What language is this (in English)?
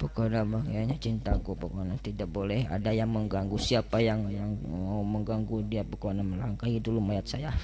Sundanese